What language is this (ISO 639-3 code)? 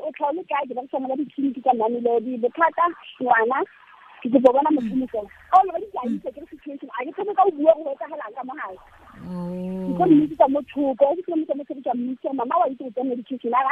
tsn